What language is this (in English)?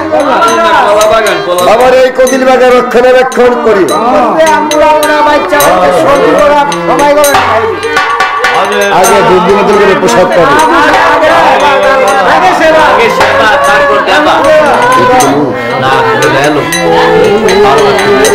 Bangla